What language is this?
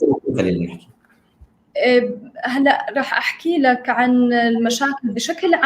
North Levantine Arabic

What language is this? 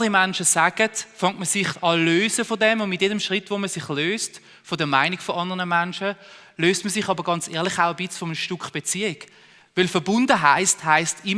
Swiss German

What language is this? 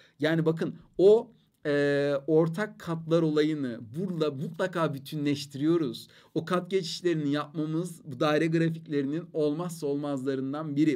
Turkish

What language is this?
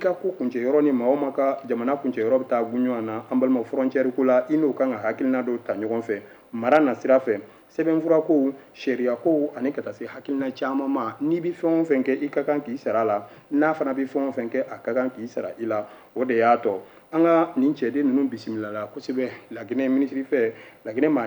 Bambara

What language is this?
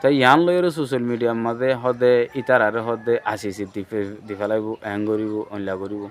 Rohingya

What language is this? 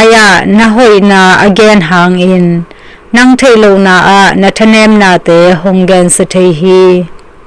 Tedim Chin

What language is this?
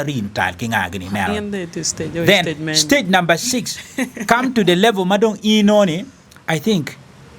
Acoli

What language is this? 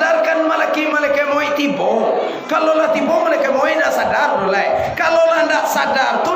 Minangkabau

